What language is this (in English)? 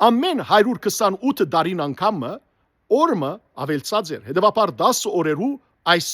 Western Armenian